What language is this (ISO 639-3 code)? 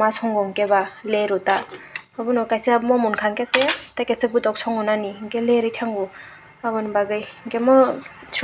trp